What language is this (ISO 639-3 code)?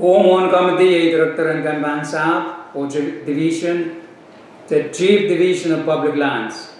pon